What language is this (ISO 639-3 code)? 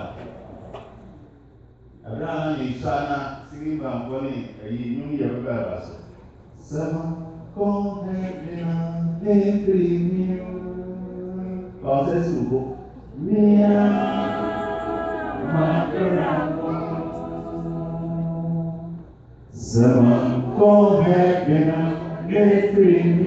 eng